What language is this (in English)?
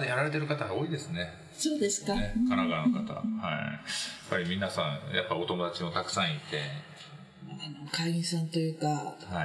Japanese